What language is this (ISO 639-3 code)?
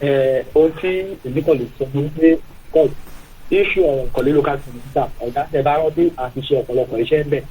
yor